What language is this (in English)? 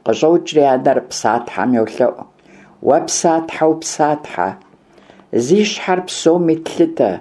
Kabardian